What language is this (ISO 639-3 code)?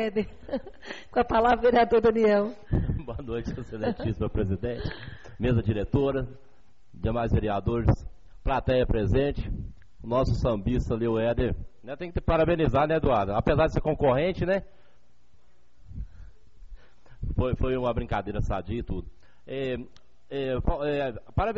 por